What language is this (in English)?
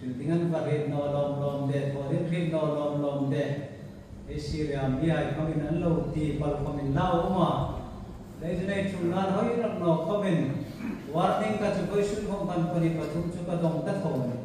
Hmar